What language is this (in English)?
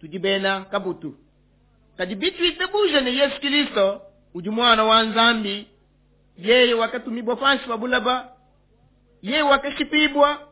Luba-Lulua